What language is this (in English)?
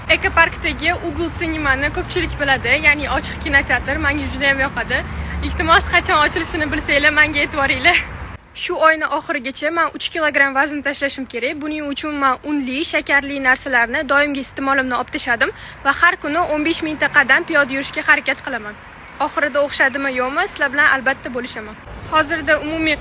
Uzbek